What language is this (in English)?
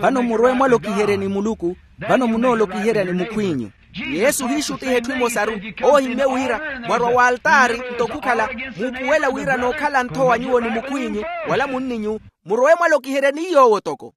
Makhuwa